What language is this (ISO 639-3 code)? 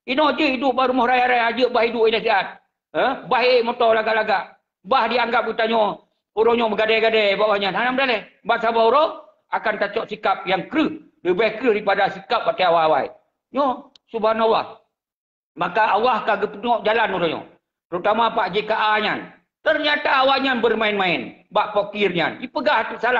ace